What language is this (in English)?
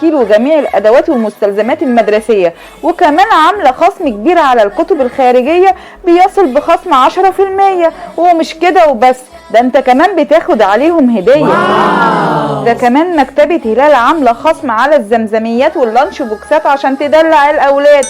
Egyptian Arabic